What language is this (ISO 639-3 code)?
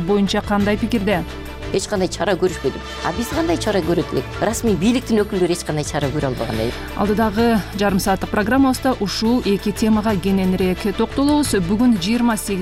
kir